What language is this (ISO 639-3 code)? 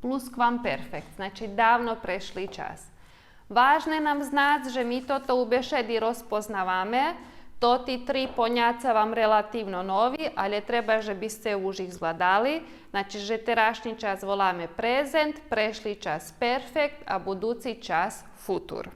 rue